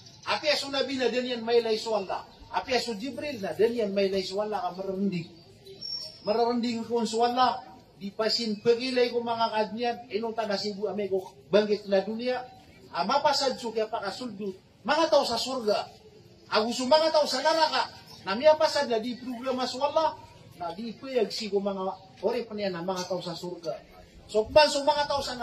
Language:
Maranao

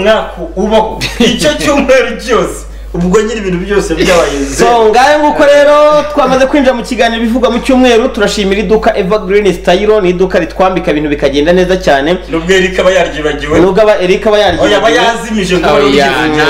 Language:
Kinyarwanda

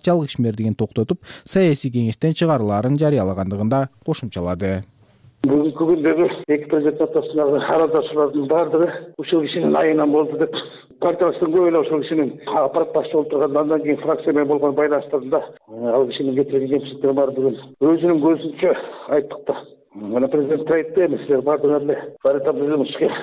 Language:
Kyrgyz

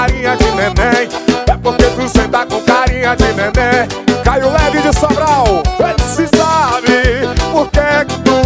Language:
Portuguese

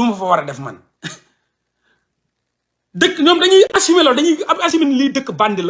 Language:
Wolof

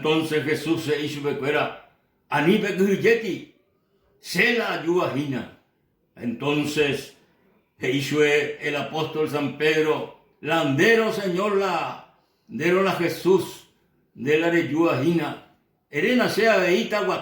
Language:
Guarani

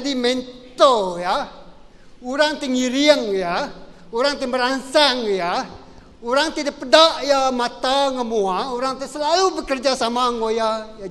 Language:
Iban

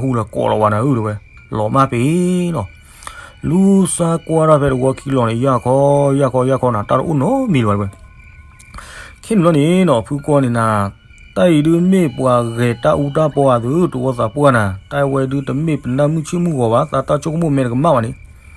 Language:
S'gaw Karen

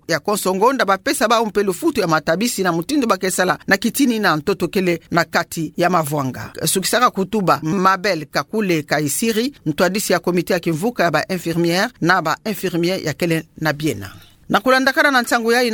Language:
Kituba (Democratic Republic of Congo)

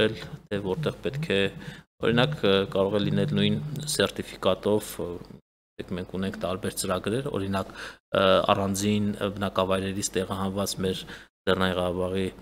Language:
Armenian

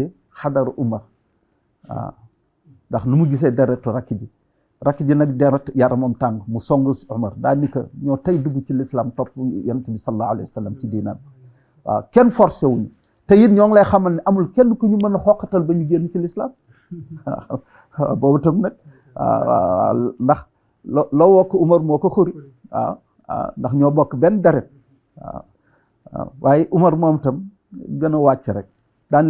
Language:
Wolof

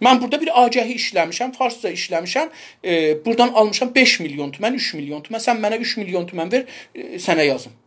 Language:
South Azerbaijani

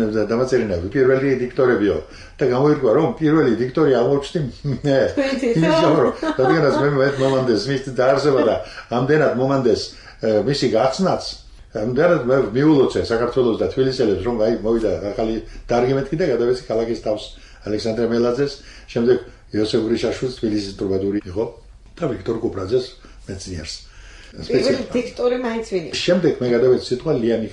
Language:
Georgian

